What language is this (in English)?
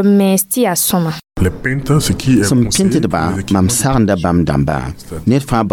Mossi